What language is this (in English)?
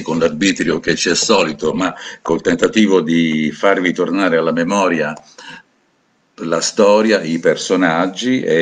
Italian